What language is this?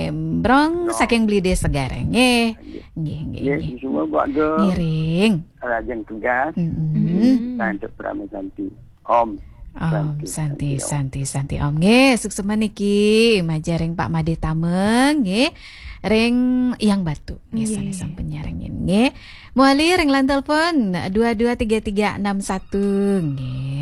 Balinese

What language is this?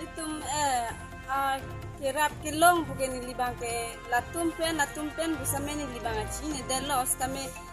Karbi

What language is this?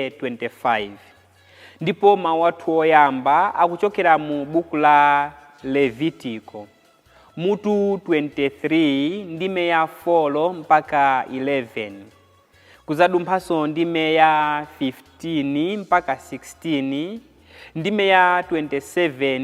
Nyanja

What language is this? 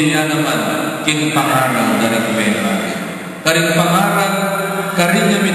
Pampanga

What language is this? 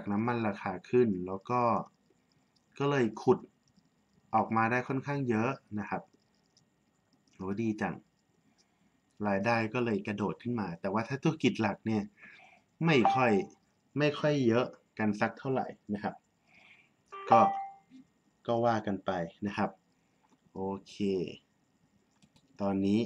Thai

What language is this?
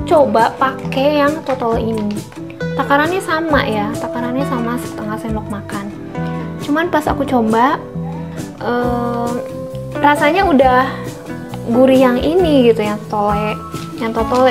Indonesian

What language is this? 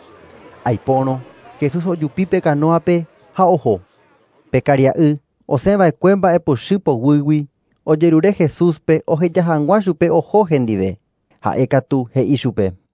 Guarani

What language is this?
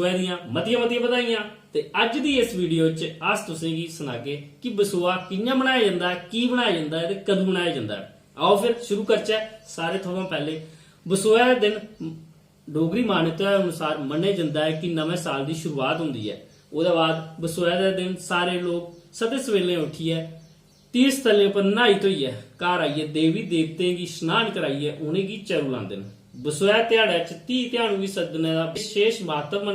Dogri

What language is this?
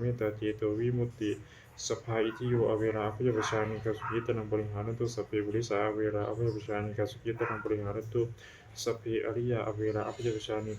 Pali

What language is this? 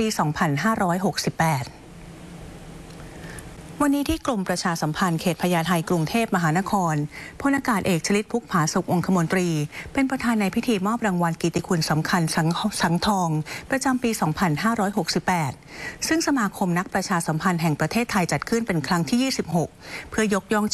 Thai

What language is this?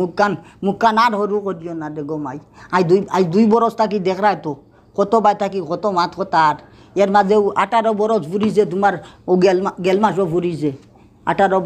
Sylheti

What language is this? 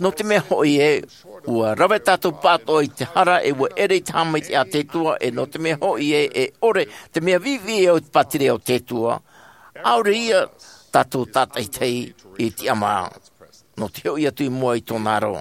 Tahitian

